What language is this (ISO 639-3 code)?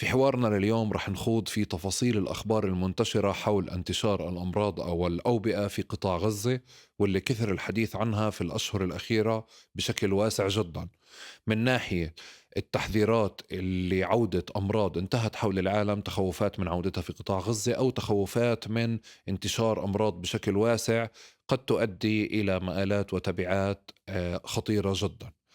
apc